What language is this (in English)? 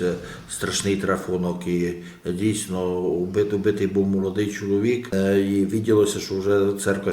Rusyn